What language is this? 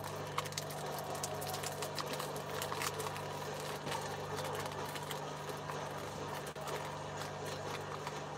Malay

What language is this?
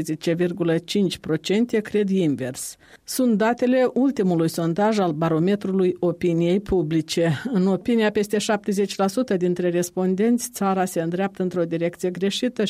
Romanian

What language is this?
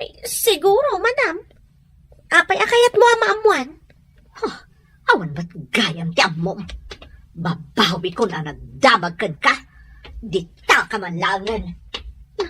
Iloko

